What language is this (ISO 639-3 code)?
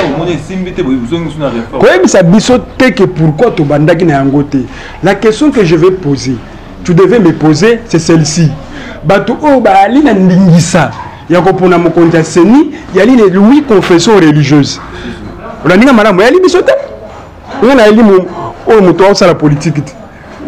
lin